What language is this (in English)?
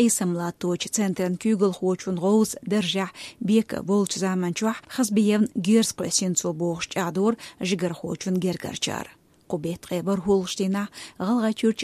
Chechen